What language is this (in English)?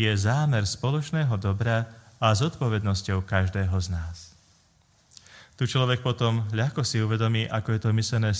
Slovak